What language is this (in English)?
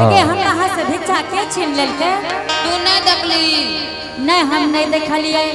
Angika